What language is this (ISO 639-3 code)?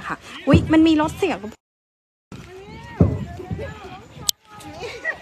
tha